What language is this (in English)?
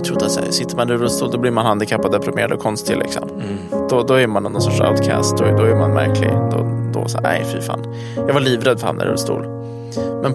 Swedish